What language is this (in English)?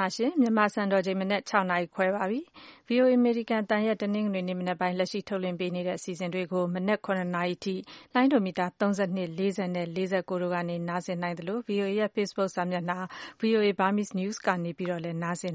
Burmese